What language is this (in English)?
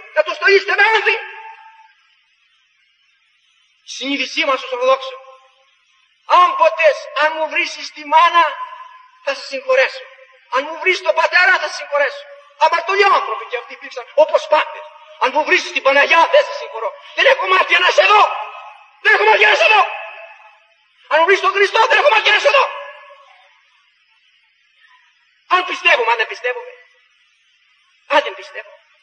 Greek